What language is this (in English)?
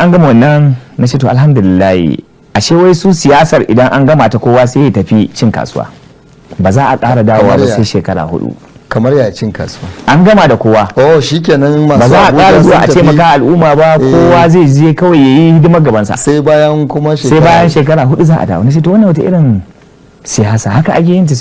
Hausa